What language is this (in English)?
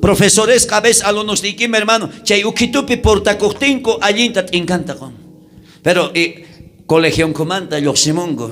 South Bolivian Quechua